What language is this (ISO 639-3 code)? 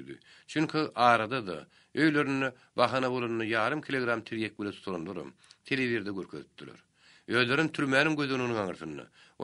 tuk